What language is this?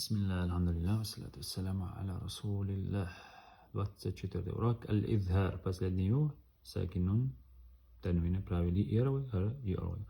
Chechen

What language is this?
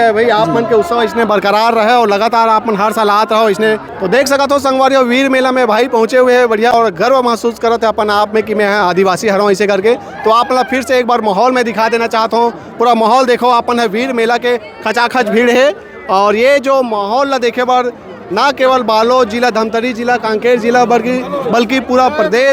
Chhattisgarhi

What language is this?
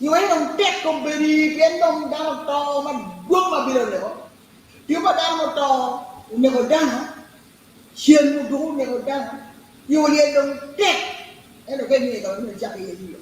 Acoli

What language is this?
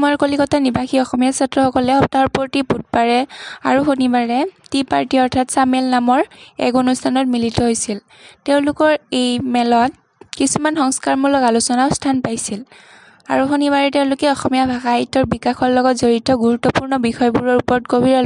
Assamese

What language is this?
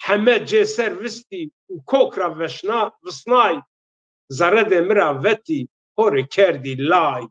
Zaza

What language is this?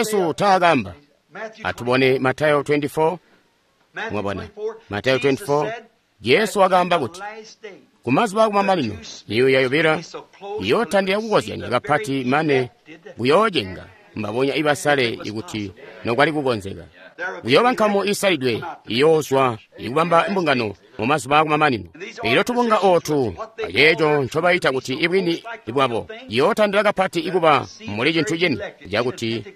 Tonga (Zambia)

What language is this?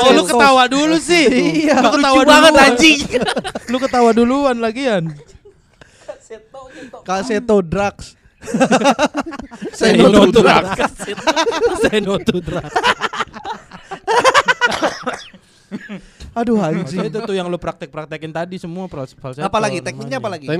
Indonesian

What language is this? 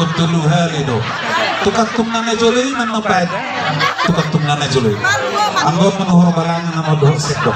Batak Toba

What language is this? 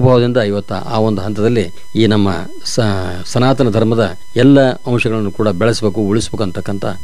Kannada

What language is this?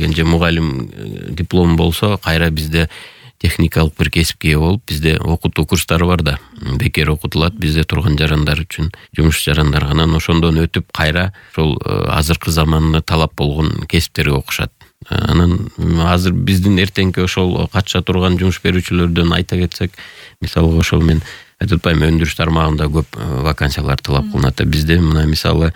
Kyrgyz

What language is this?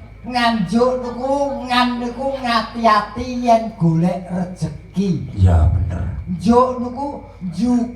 Javanese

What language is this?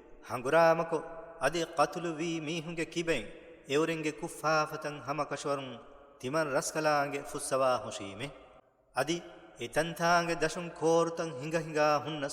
Divehi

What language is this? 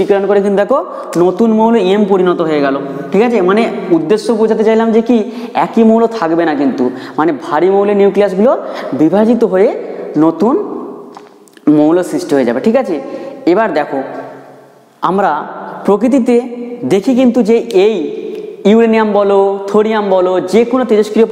Bangla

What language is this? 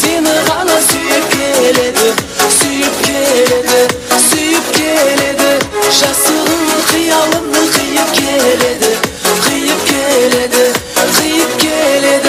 Kara-Kalpak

